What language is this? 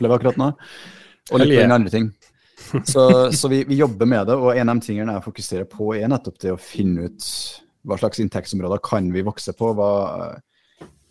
Norwegian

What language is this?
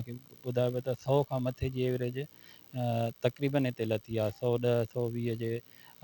Sindhi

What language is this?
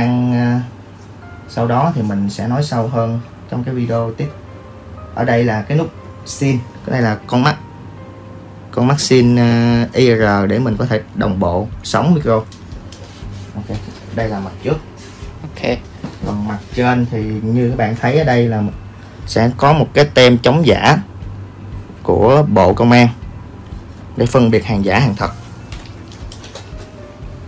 Vietnamese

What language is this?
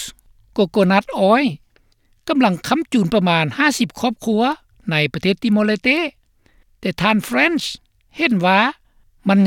Lao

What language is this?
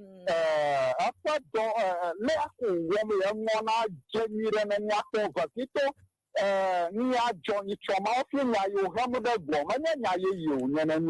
Ewe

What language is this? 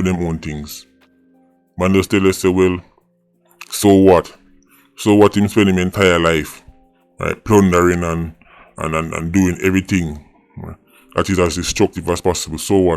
Jamaican Creole English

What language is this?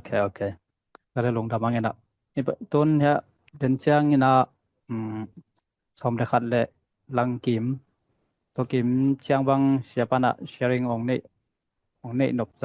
Tedim Chin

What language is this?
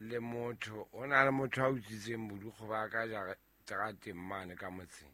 Southern Sotho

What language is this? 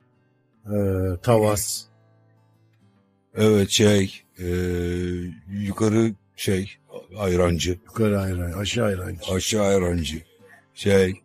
Turkish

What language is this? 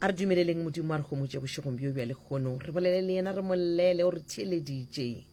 Northern Sotho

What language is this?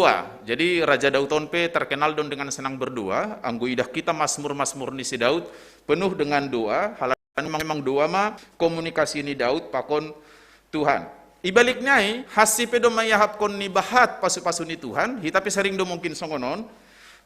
Batak Simalungun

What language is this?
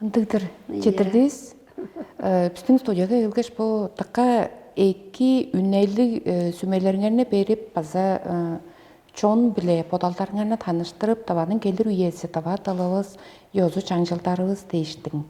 Tuvinian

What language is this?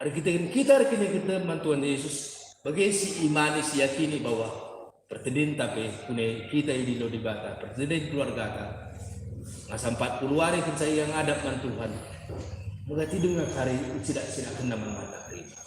Batak Karo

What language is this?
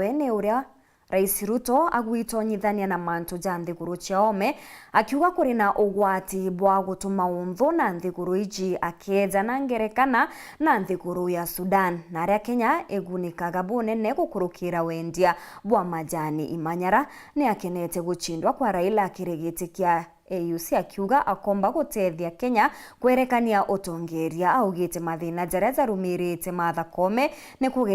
Meru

